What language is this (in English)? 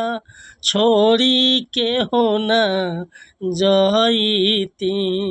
Bhojpuri